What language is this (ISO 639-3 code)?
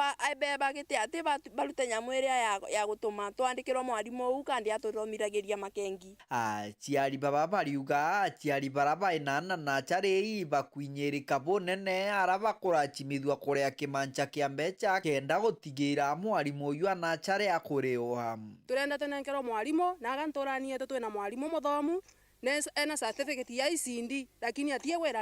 mer